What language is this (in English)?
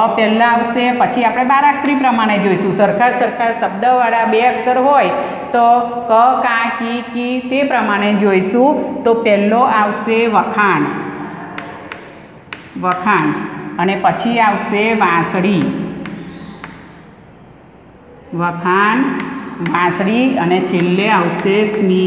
Gujarati